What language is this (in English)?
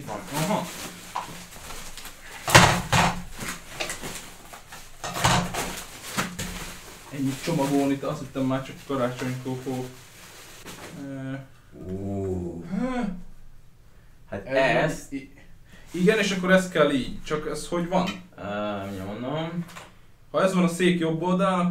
Hungarian